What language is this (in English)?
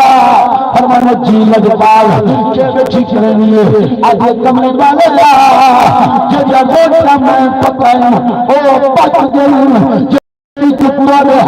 Saraiki